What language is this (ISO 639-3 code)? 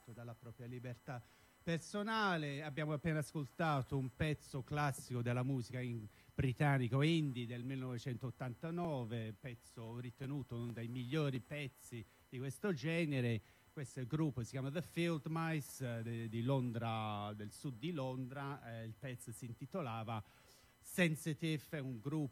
ita